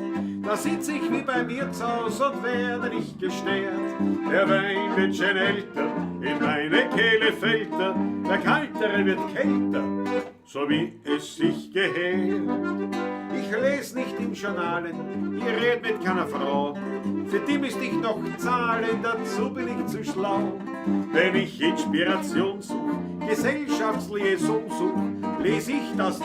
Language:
Bavarian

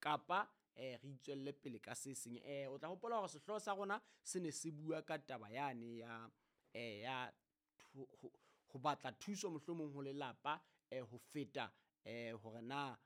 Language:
Southern Sotho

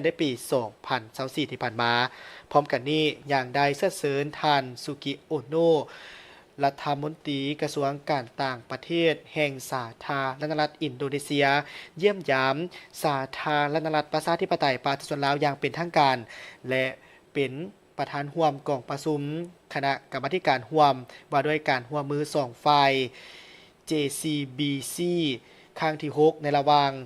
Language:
Lao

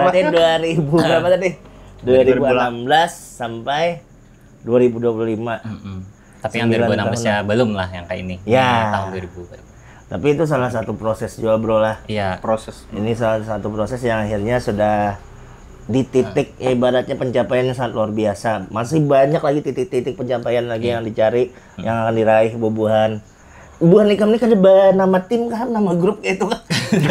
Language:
Banjar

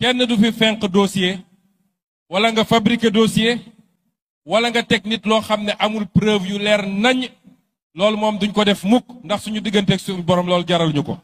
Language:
Wolof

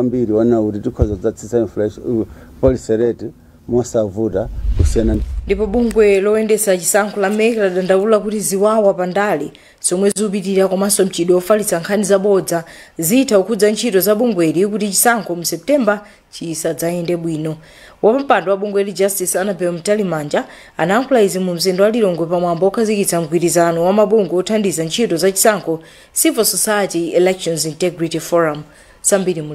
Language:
Nyanja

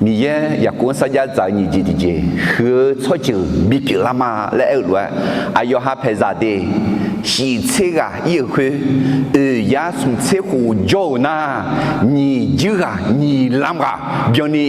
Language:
Akha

